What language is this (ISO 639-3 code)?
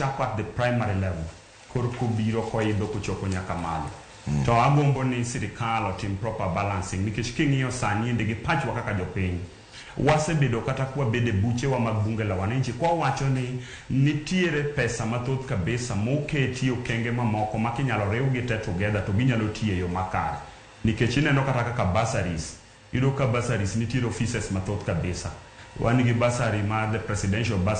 luo